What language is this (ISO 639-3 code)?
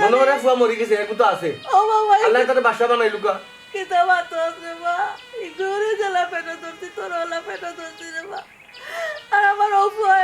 syl